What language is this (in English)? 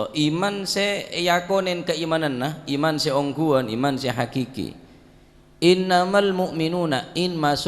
Madurese